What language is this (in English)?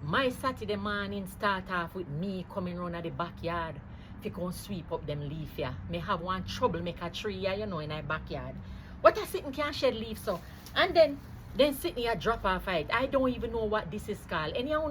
Jamaican Creole English